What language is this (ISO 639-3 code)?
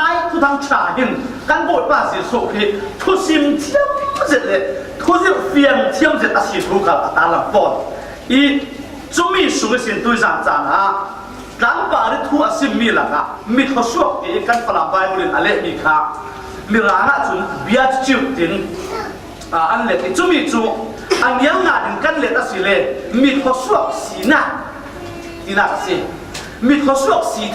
cfm